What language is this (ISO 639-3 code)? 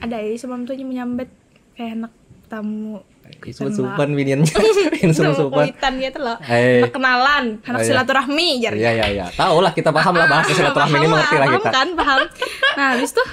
bjn